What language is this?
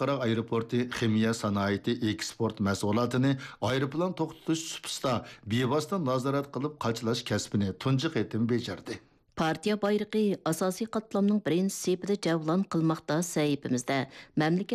Uyghur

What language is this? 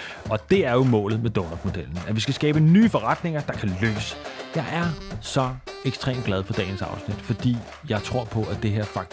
Danish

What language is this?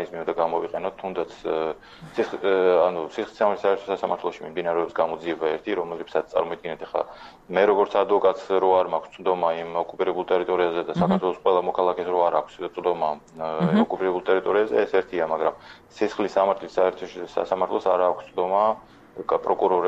Georgian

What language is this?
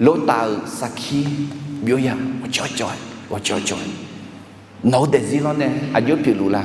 Akha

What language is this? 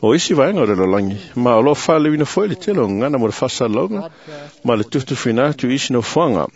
Samoan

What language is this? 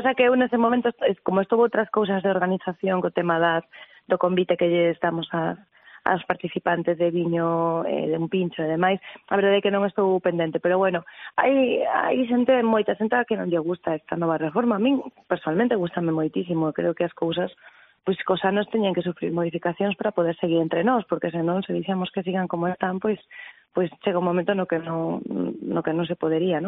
Galician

